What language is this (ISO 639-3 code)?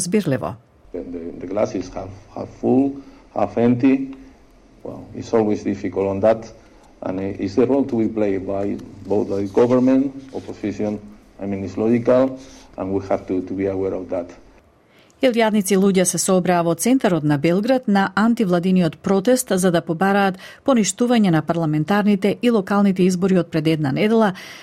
mkd